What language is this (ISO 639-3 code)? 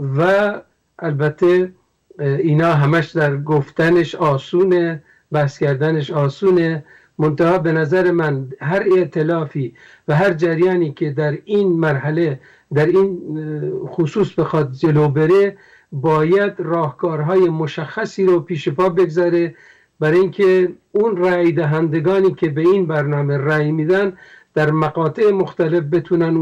fas